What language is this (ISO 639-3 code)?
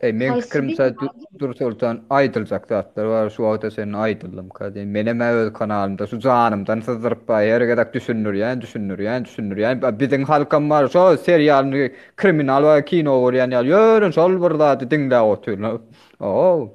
tuk